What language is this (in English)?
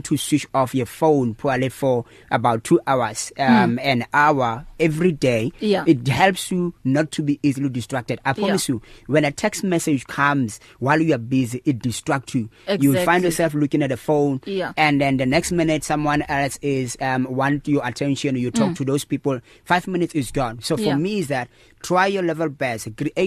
English